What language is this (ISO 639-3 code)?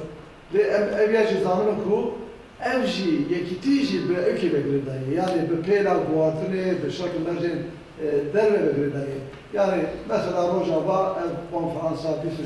kur